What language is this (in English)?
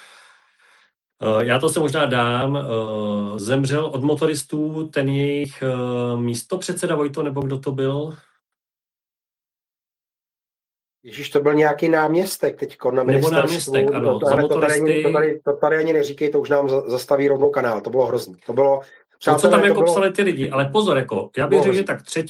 Czech